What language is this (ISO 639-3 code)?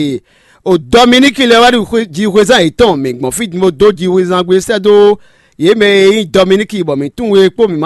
fon